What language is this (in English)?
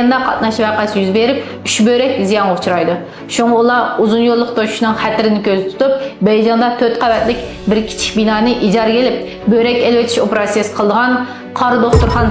Uyghur